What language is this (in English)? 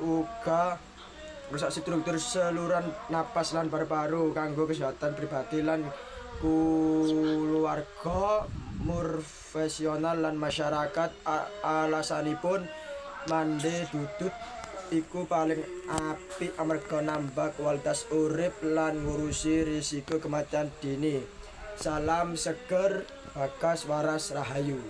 Javanese